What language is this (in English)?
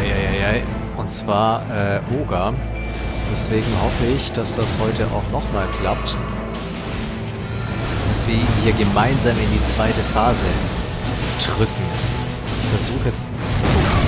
German